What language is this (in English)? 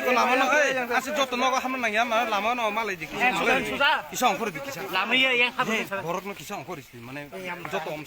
Kok Borok